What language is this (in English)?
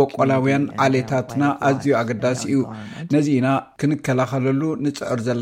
Tigrinya